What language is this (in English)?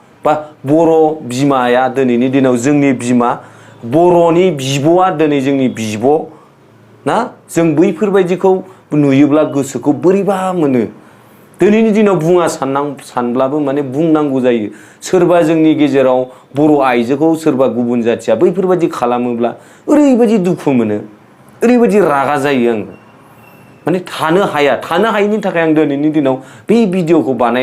Bodo